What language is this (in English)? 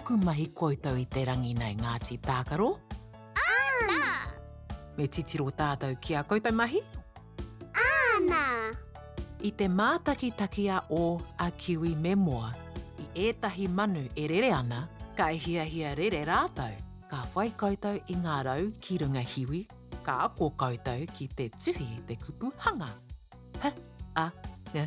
Māori